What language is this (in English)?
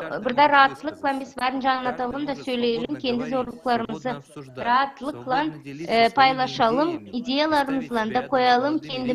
Gagauz